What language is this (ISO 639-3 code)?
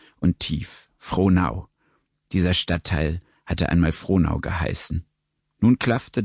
deu